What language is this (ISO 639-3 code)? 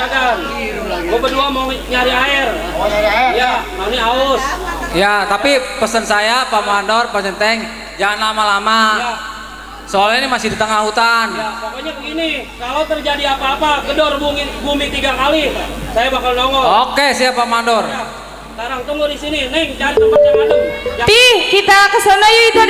bew